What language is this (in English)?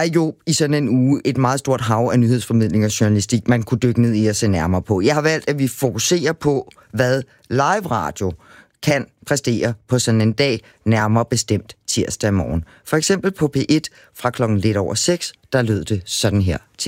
Danish